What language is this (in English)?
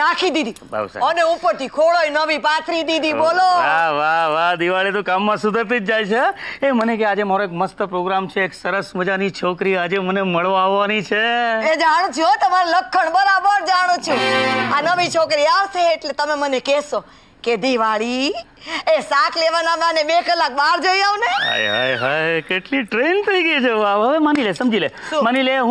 Gujarati